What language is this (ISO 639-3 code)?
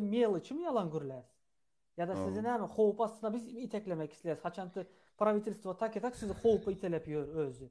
tuk